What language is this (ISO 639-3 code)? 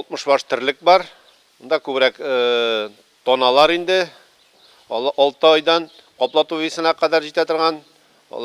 tat